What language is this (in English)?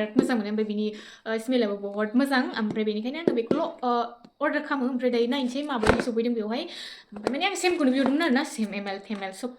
Bodo